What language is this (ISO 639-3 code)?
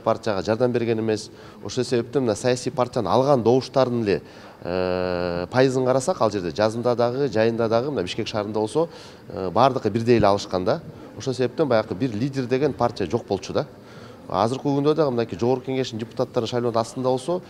kir